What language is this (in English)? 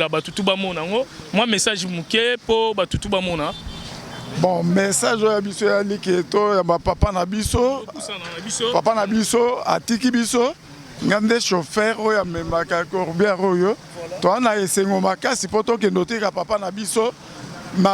Lingala